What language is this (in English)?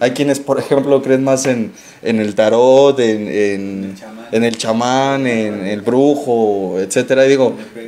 Spanish